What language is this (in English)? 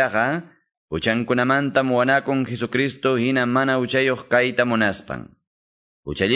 Ayacucho Quechua